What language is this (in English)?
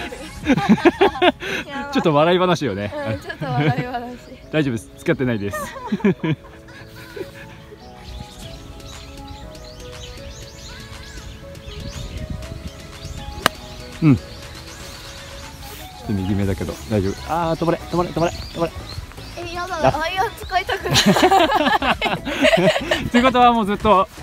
Japanese